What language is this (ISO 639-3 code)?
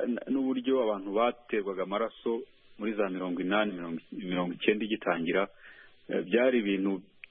kin